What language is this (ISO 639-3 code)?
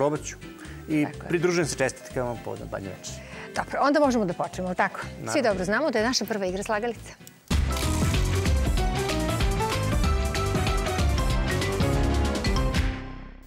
srp